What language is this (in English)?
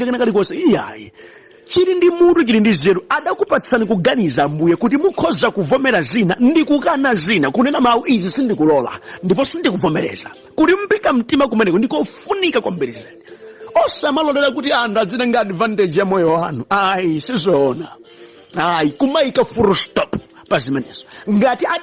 Nyanja